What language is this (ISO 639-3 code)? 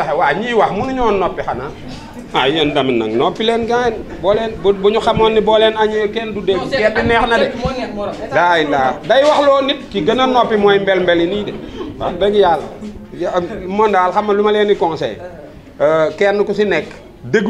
wol